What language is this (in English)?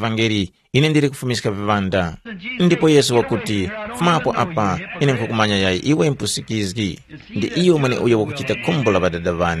Tumbuka